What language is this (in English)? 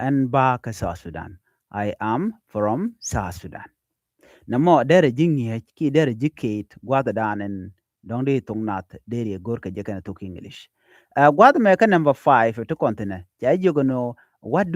Nuer